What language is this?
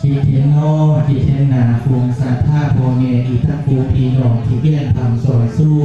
Northeastern Thai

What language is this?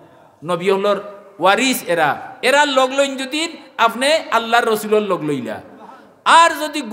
Sylheti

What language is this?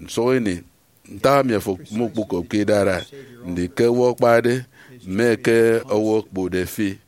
Efik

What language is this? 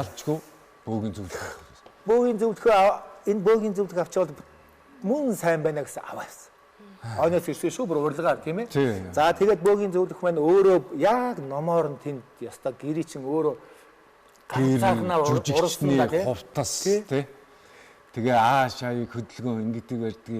Mongolian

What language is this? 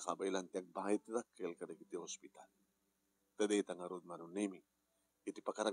Iloko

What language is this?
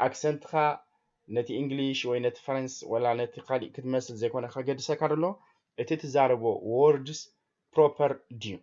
Tigrinya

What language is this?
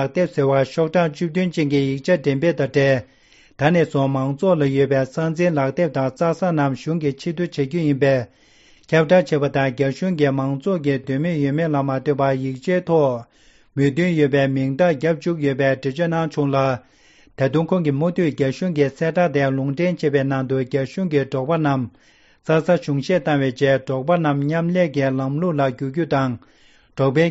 Tibetan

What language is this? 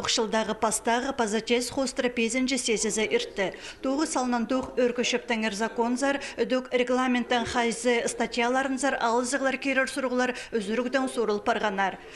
Khakas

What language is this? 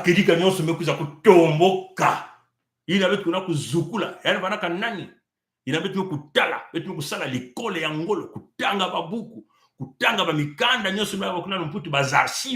Kituba (Congo)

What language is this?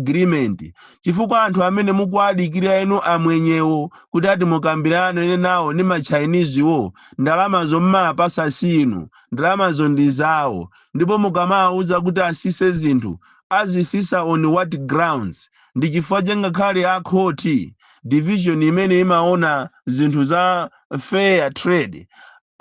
Nyanja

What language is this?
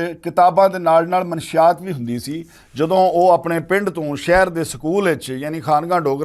Western Panjabi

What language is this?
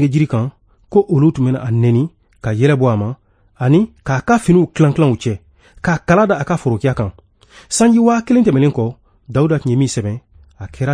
Bambara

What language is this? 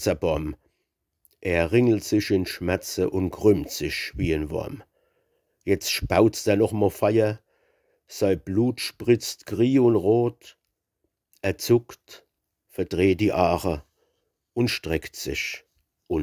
Palatine German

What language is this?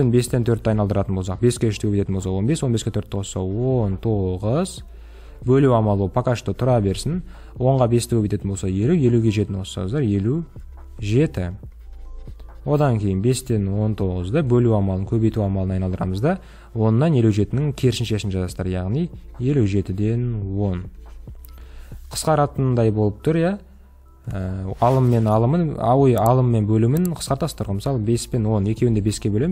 Kazakh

